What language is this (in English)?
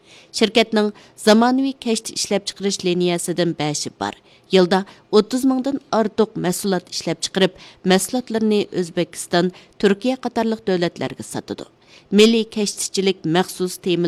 Uyghur